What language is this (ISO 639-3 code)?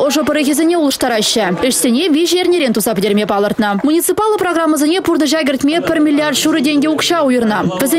chv